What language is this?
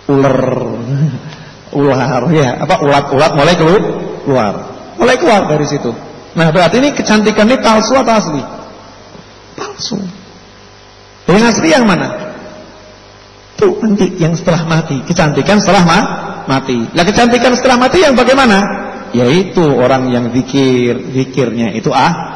Indonesian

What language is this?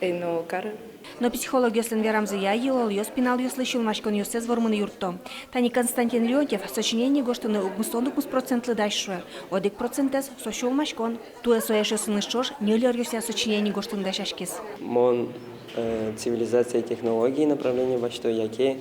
Udmurt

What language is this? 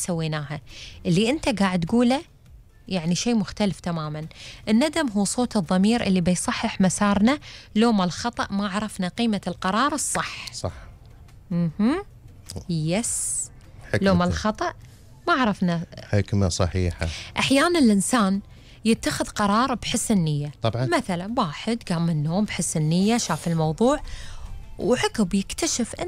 Gulf Arabic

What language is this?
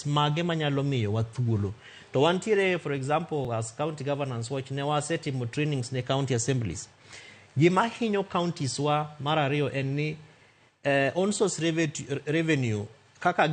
Luo (Kenya and Tanzania)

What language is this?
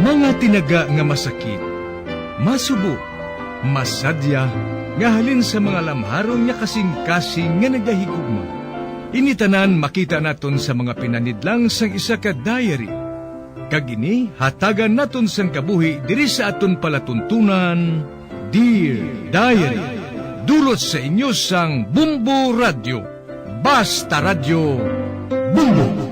Hiligaynon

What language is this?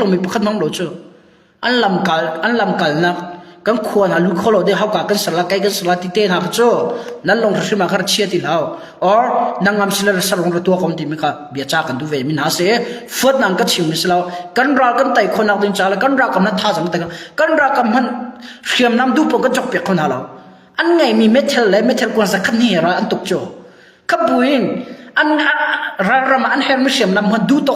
Hakha Chin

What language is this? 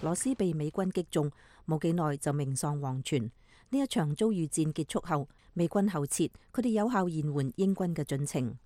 Cantonese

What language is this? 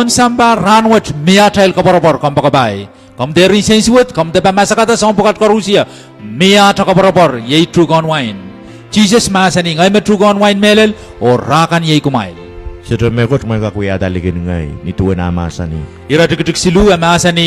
Pohnpeian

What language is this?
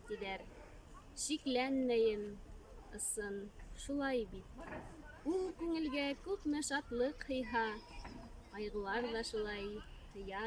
Bashkir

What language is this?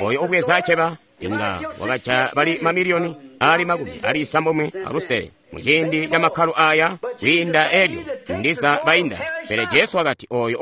Tonga (Zambia)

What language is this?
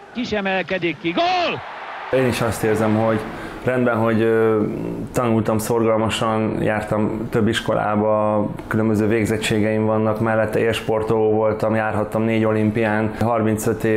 Hungarian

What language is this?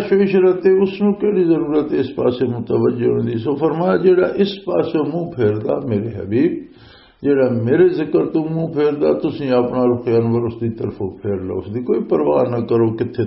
Western Panjabi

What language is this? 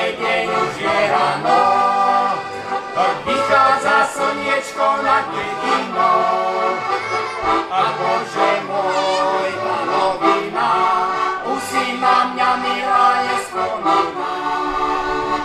Slovak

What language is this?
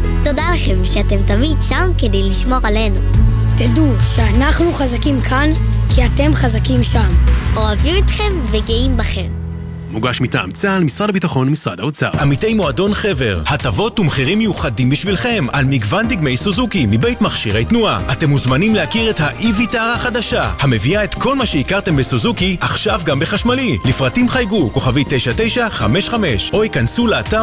Hebrew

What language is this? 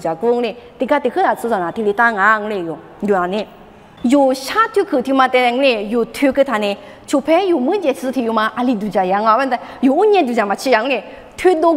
Lisu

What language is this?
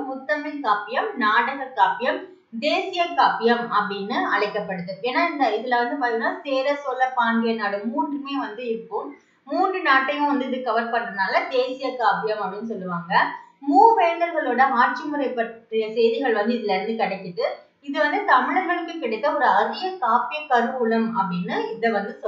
Tamil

